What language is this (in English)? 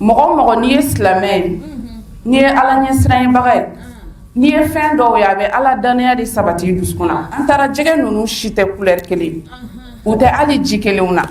Bambara